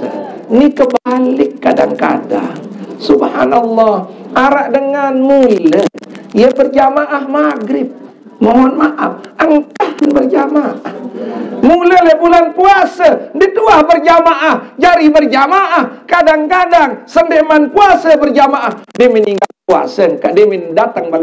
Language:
Sasak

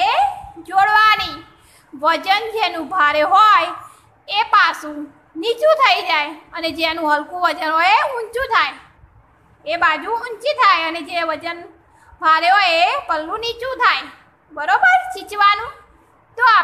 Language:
Gujarati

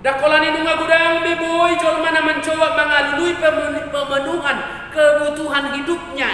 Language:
Batak Toba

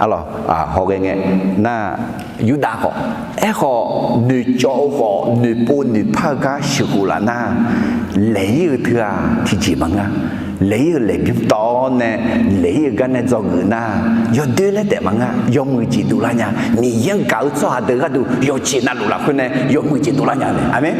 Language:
Akha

